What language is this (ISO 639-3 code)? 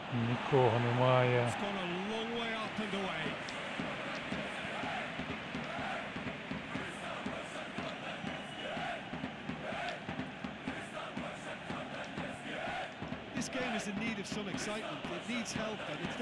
ukr